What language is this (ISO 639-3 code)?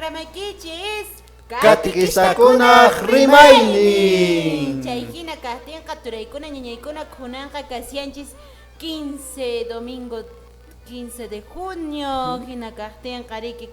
que